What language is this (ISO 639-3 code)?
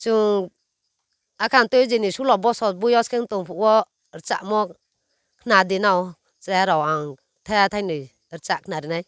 ria